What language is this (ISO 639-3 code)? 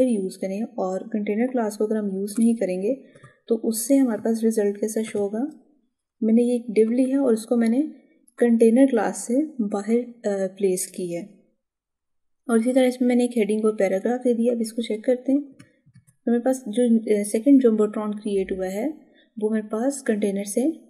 hin